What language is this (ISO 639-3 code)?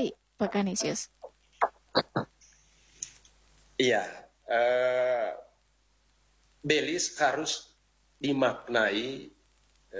ind